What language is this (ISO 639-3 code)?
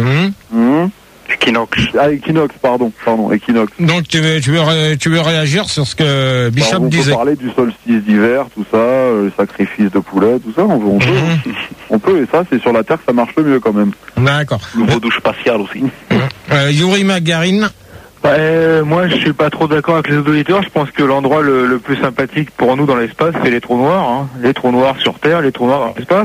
fra